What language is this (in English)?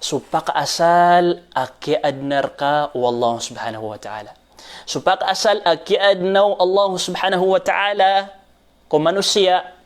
Maranao